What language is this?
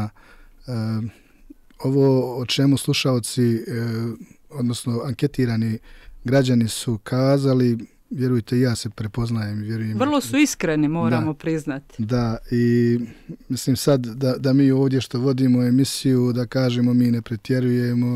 Bosnian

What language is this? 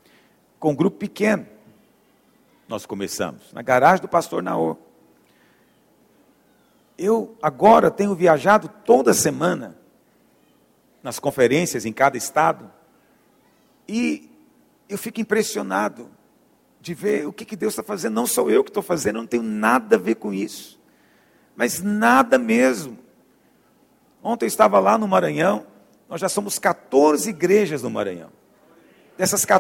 Portuguese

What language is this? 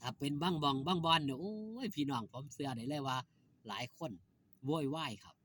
Northeastern Thai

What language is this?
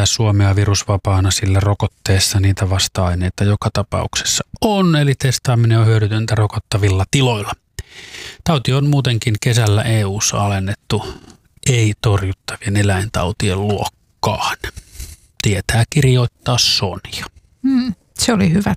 Finnish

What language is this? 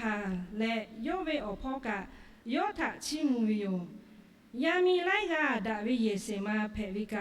Lahu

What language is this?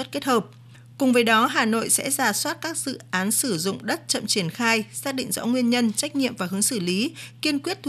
Vietnamese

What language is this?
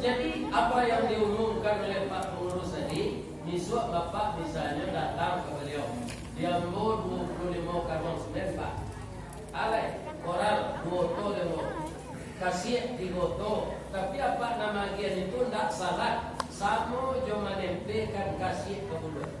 Minangkabau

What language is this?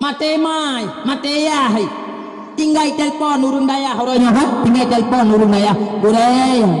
Achinese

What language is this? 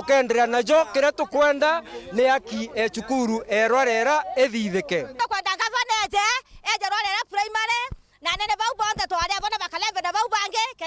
Meru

